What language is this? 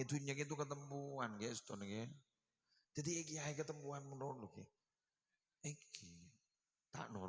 Madurese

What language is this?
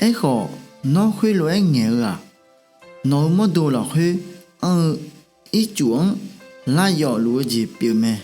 Akha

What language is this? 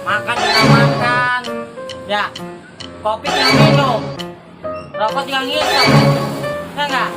Betawi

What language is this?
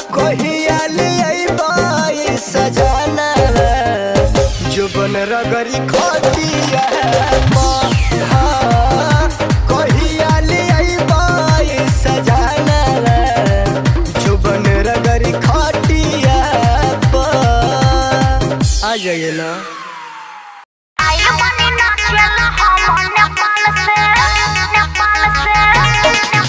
Bhojpuri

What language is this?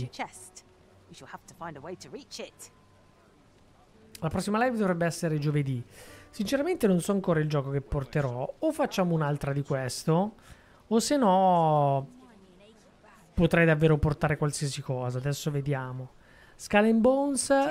Italian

